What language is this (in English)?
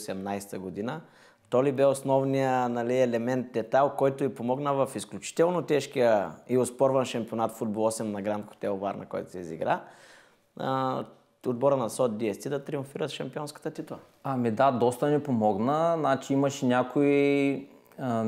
Bulgarian